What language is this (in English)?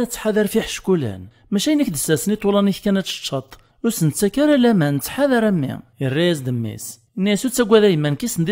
Kabyle